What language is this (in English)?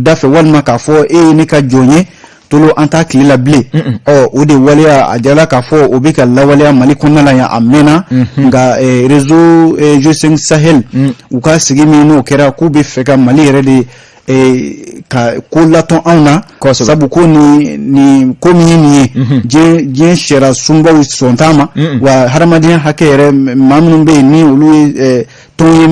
Bambara